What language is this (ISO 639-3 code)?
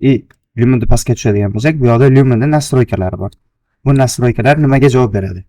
uzb